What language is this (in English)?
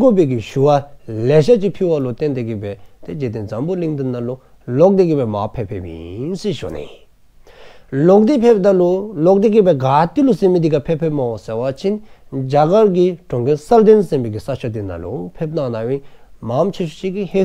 Dzongkha